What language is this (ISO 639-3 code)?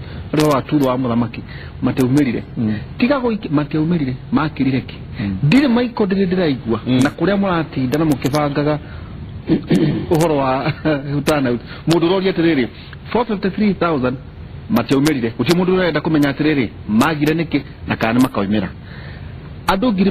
kik